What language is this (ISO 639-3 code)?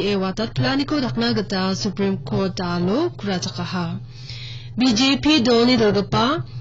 grt